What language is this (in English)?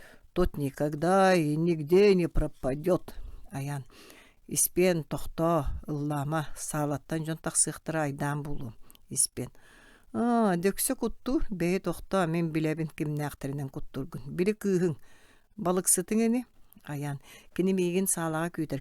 Yakut